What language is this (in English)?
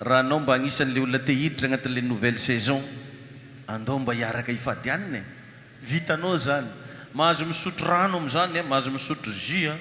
Malagasy